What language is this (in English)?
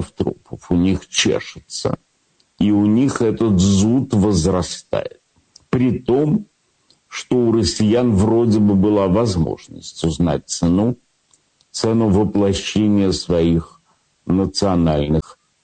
Russian